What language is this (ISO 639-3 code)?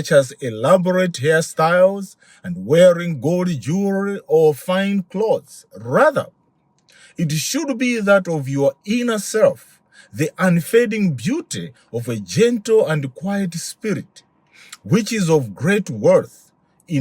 eng